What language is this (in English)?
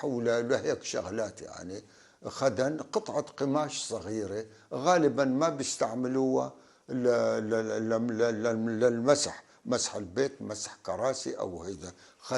North Levantine Arabic